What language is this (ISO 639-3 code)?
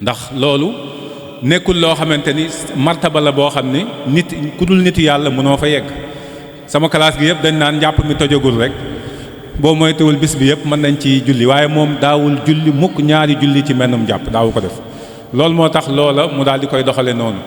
wol